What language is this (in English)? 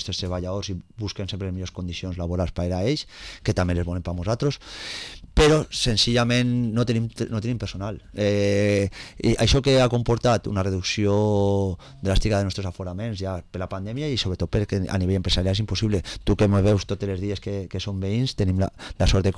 Catalan